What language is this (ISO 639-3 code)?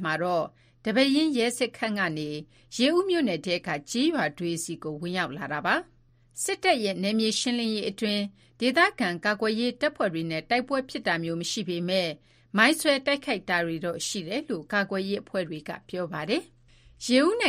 mya